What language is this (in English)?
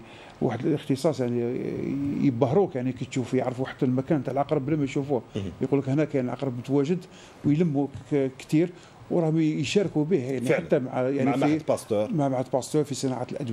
Algerian Arabic